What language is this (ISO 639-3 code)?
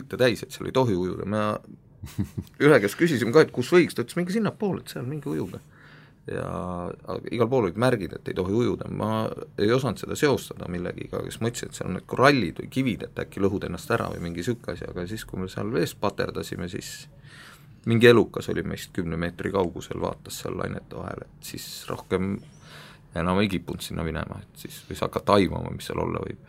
est